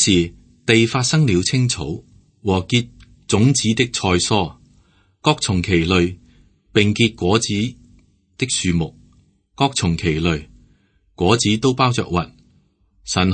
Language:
Cantonese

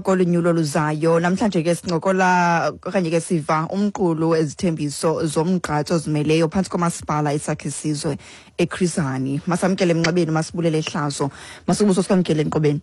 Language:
Xhosa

